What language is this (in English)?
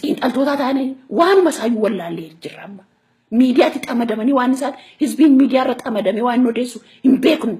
Oromo